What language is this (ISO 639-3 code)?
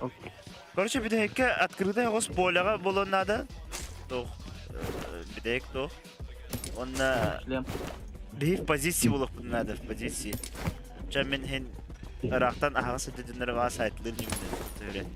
sah